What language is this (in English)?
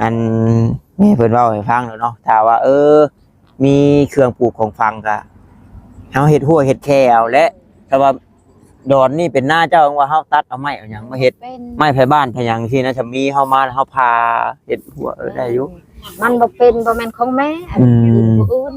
Northeastern Thai